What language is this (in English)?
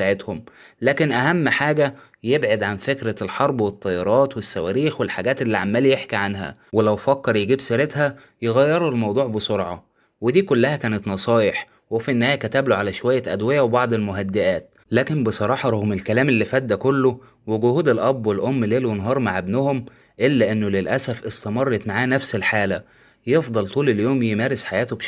Egyptian Arabic